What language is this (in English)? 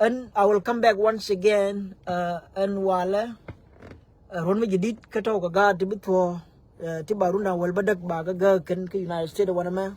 Nuer